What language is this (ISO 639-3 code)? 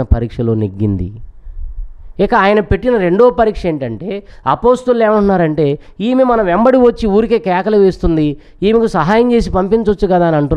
tel